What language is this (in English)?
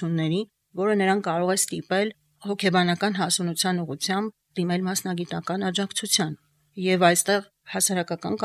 Armenian